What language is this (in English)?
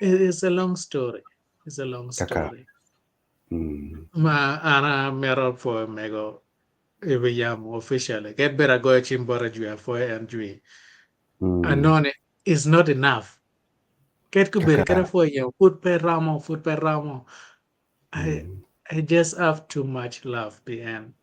Acoli